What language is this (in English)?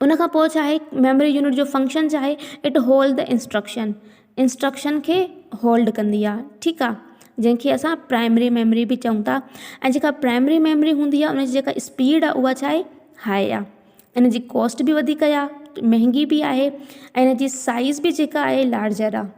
Sindhi